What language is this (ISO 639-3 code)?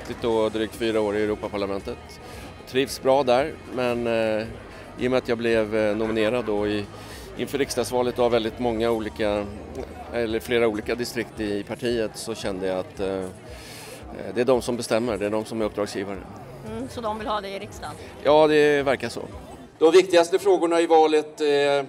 swe